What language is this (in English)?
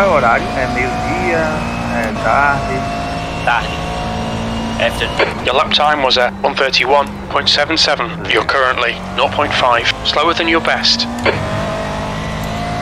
Portuguese